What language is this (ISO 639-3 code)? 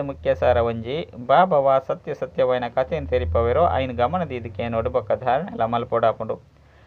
tcy